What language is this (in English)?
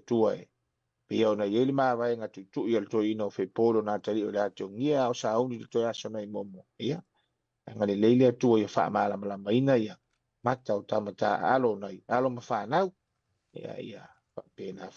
Samoan